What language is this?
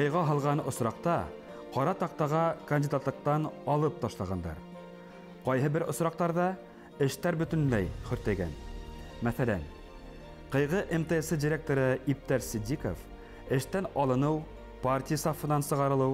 Bashkir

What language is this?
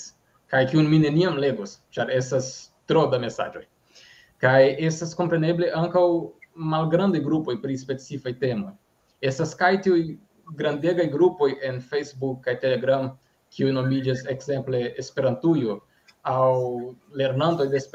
Esperanto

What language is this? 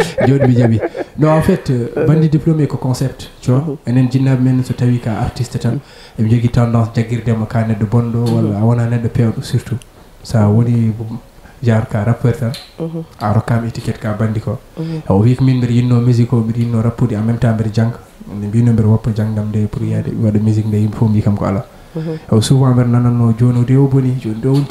Fula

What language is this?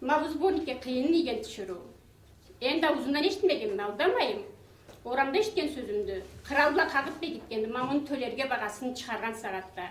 Karachay-Balkar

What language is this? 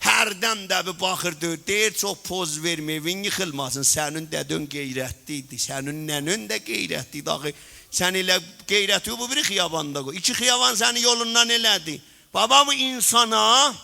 South Azerbaijani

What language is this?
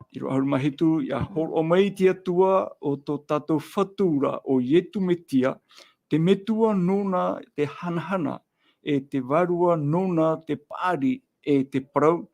Tahitian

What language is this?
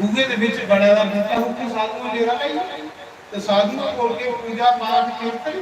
Dogri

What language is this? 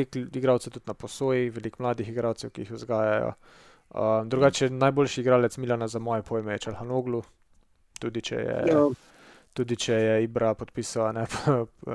Slovenian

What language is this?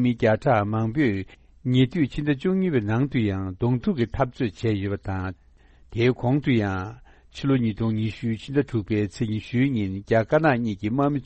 Tibetan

